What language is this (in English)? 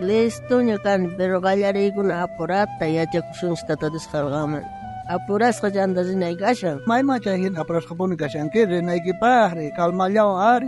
South Bolivian Quechua